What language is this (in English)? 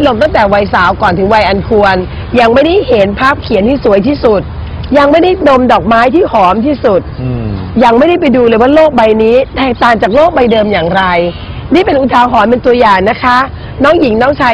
Thai